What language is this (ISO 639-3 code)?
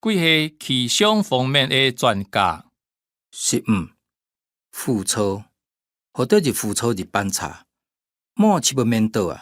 hak